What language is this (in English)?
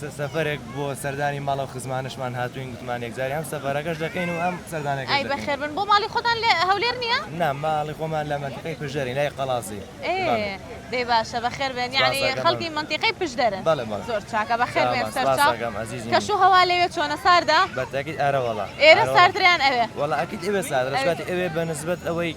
Central Kurdish